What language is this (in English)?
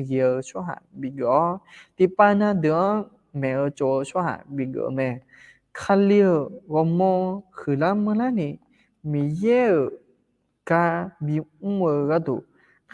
Akha